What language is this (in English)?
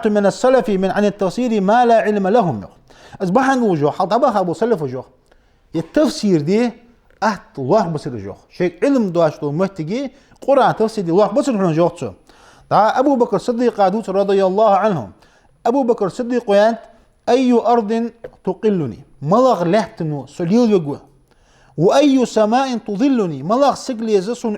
Ingush